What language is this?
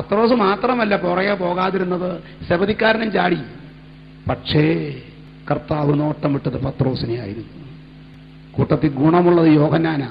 Malayalam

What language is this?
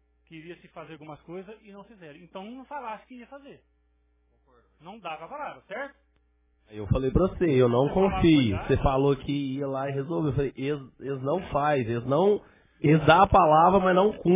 Portuguese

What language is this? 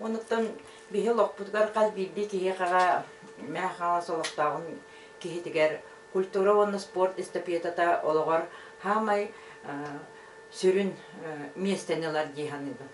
Yakut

